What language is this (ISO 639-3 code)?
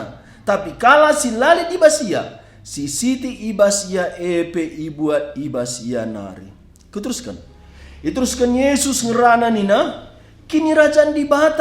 btx